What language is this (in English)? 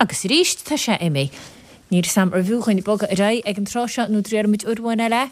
Irish